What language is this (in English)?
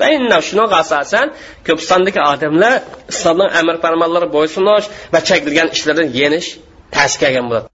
Uyghur